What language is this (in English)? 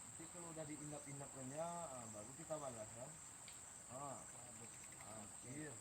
Minangkabau